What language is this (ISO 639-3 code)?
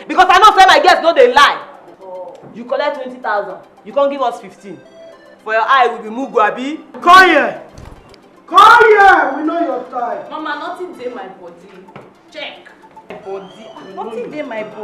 pcm